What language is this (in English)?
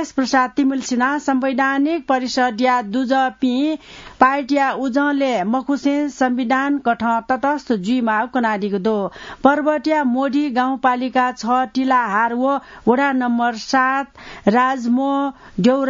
Newari